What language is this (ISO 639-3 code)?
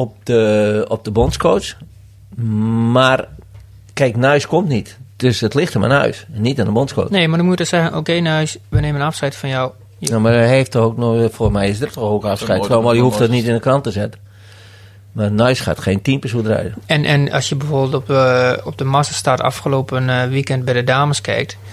nld